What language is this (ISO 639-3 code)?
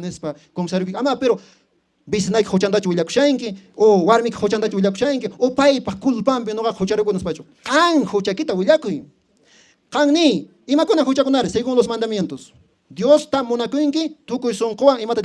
que